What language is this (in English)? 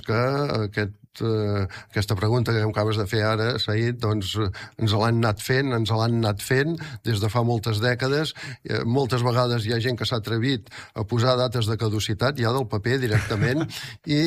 Catalan